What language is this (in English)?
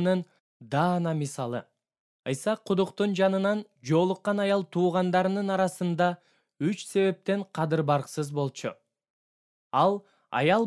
Kyrgyz